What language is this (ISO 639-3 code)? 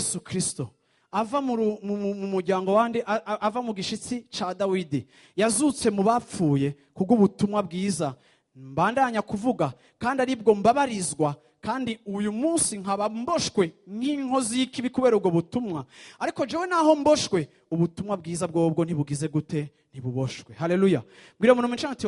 run